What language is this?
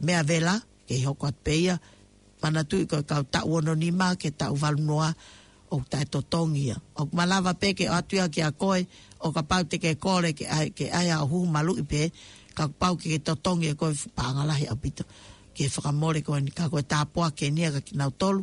Tongan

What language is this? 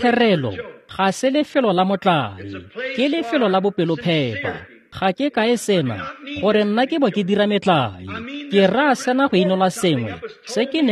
Tswana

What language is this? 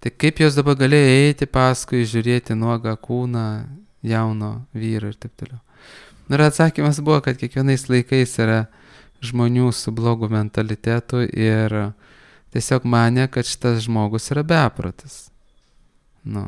Lithuanian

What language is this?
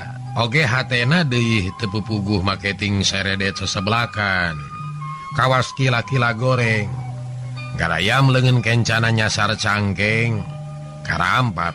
Sundanese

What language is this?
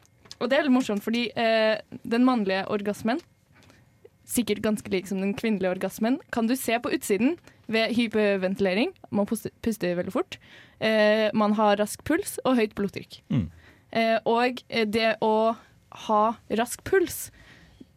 Norwegian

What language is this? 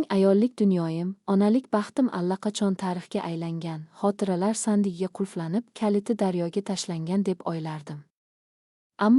Uzbek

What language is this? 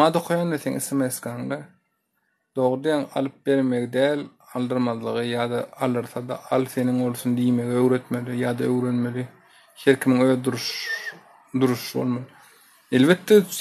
Turkmen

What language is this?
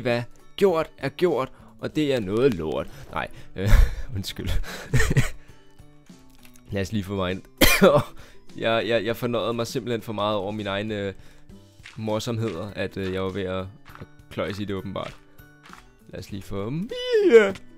Danish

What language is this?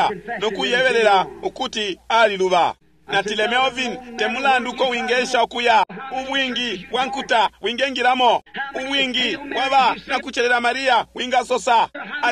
Bemba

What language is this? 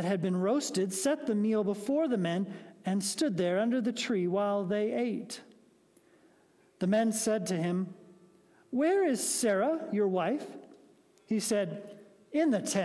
English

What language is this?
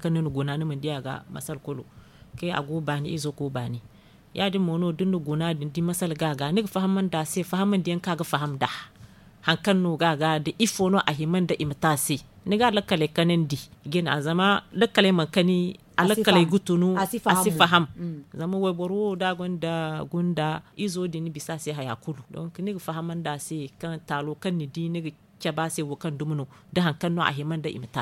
Zarma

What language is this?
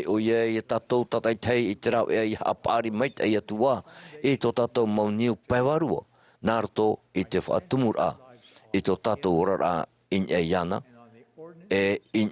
Tahitian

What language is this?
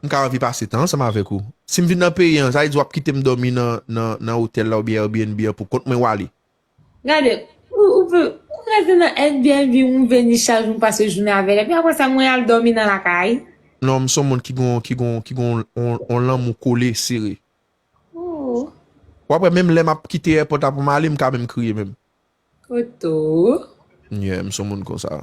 Haitian Creole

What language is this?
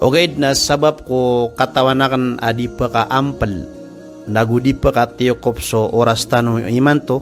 Maranao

